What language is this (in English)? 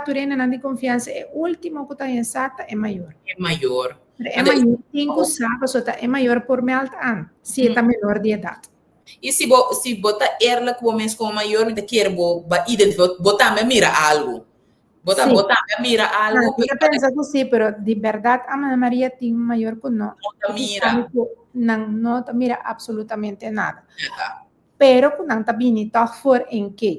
Papiamento